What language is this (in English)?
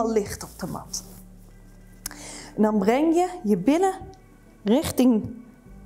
Dutch